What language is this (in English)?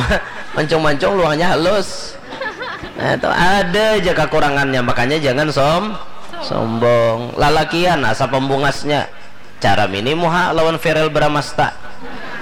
Banjar